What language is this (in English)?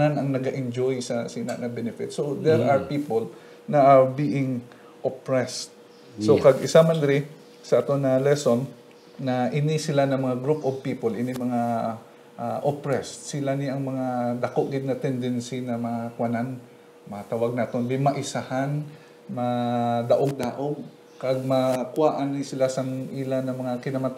Hiligaynon